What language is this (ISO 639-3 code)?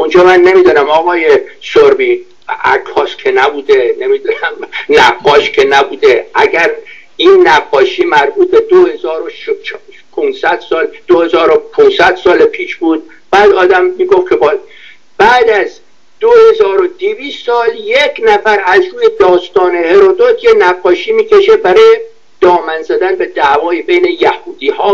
fas